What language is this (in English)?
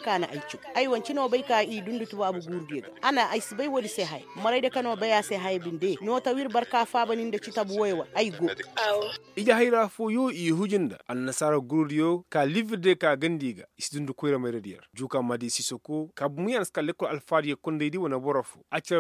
Koyraboro Senni